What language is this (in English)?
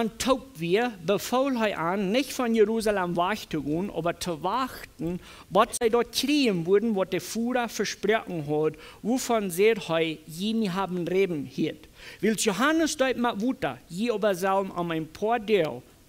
Plautdietsch